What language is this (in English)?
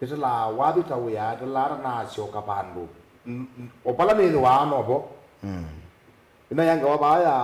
Kamba